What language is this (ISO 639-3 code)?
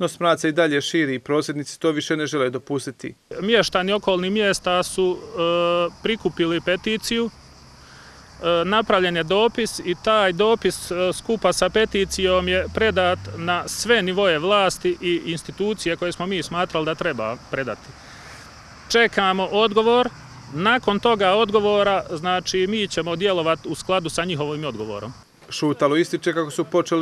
hrv